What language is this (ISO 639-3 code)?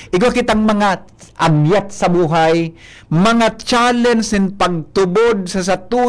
bik